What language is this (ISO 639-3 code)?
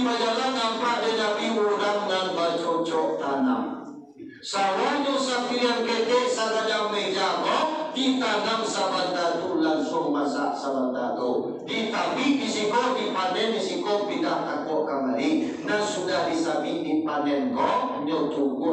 min